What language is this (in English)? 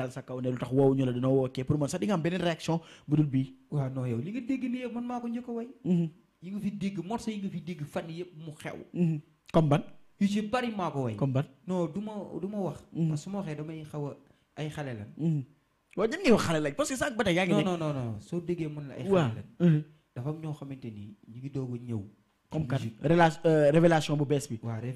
Wolof